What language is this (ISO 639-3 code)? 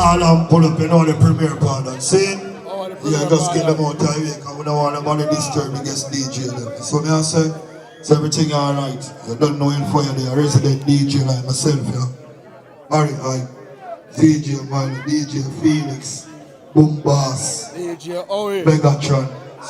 jam